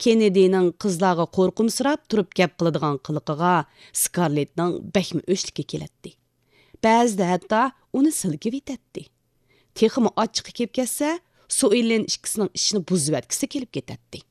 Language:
Uyghur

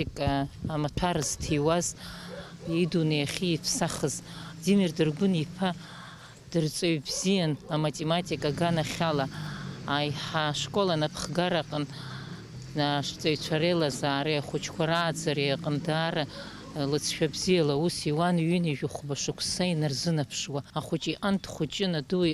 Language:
Abkhazian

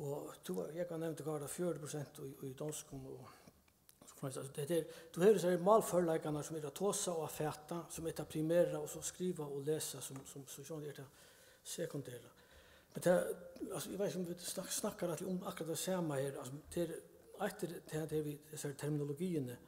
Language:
Faroese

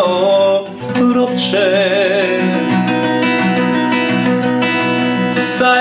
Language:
Serbian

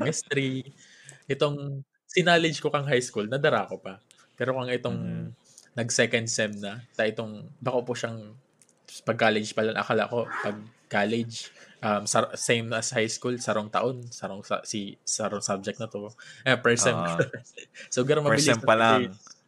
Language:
Bikol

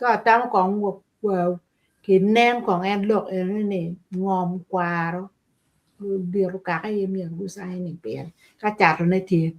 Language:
Acoli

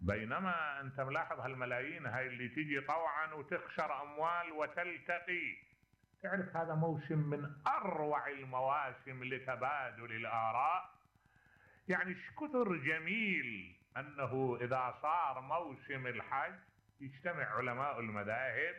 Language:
Mesopotamian Arabic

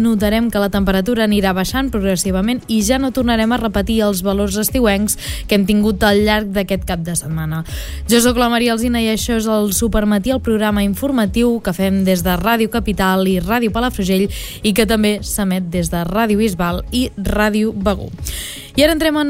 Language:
Catalan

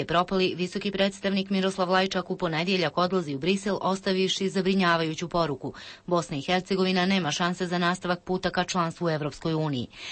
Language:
Bosnian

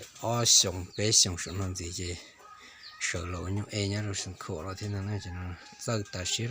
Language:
Hmong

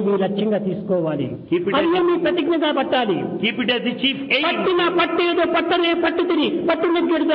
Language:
Telugu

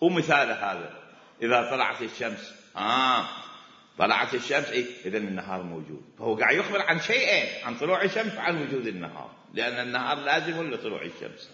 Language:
Mesopotamian Arabic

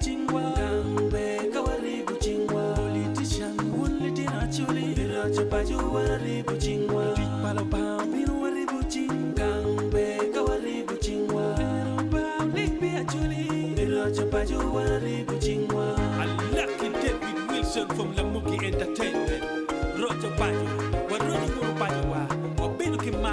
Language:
Acoli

